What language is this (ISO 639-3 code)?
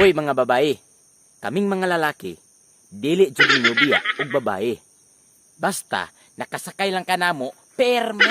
ceb